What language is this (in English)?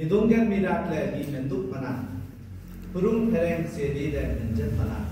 Limbu